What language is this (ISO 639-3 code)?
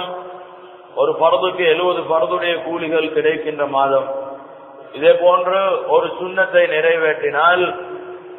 tam